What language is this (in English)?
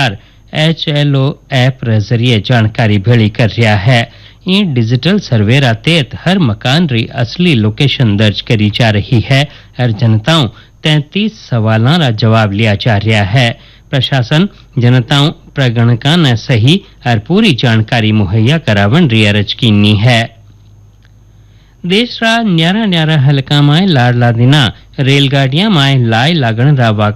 Hindi